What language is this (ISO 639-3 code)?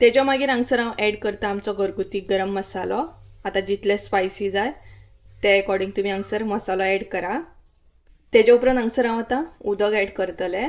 kok